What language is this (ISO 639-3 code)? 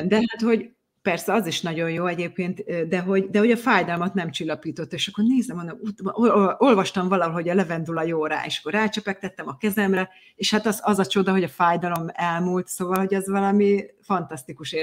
hun